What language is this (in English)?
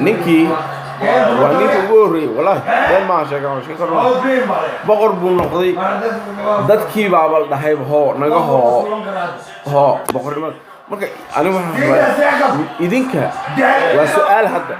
Somali